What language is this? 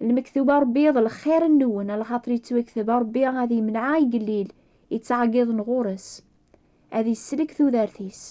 Kabyle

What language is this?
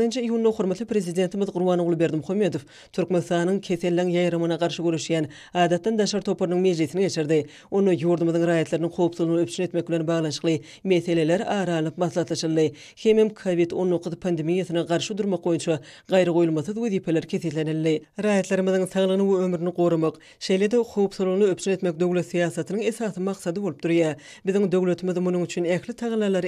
Turkmen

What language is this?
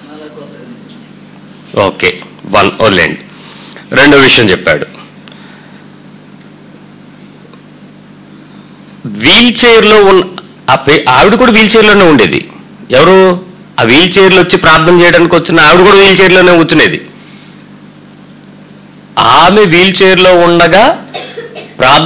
Telugu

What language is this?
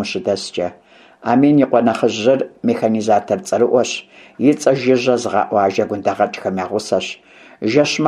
Kabardian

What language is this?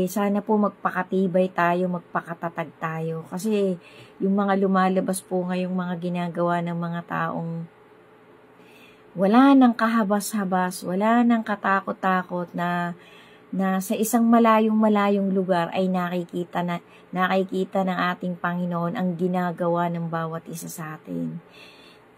Filipino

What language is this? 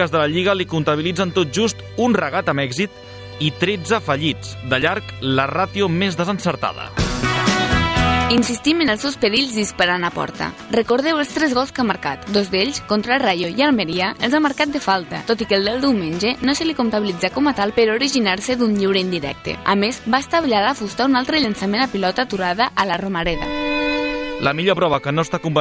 Catalan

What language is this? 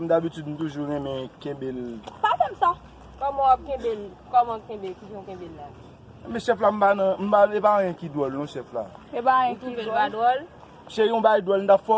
Haitian Creole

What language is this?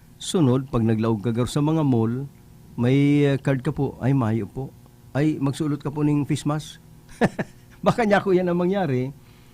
Bikol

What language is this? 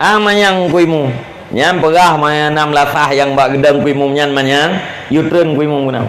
Achinese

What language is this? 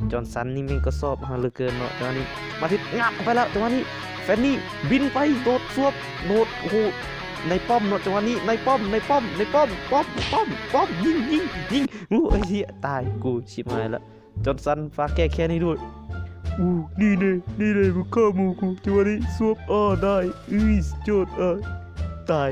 Northeastern Thai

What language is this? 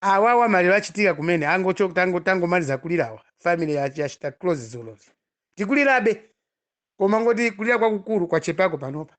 Nyanja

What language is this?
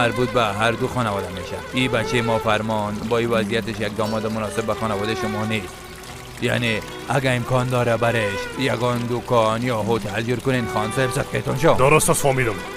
Persian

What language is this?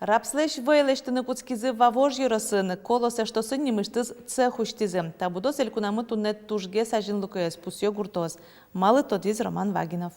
Udmurt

